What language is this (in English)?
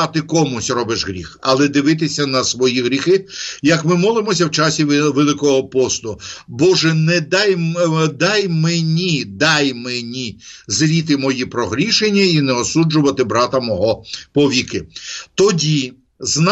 Ukrainian